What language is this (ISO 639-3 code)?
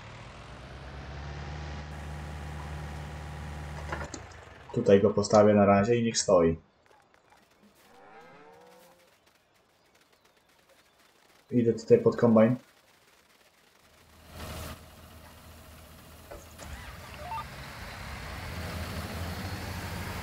pol